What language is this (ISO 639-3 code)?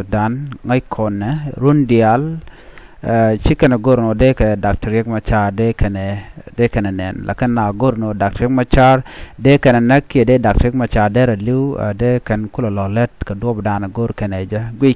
nus